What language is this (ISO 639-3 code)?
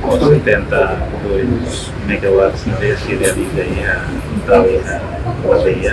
tet